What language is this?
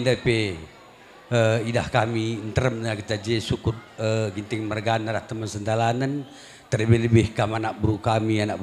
Batak Karo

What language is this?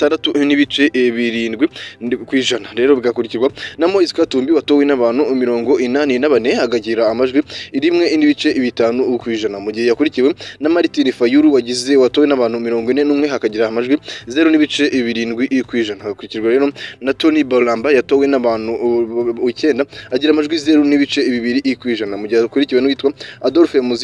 Kinyarwanda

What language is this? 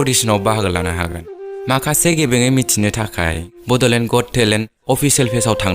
Bodo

